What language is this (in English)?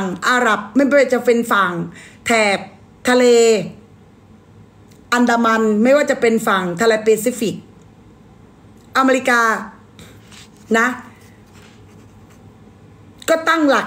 Thai